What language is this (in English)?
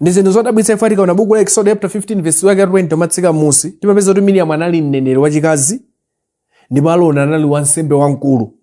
Nyanja